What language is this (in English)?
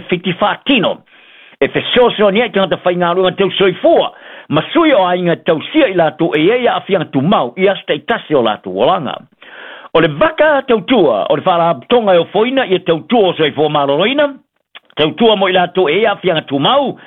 Samoan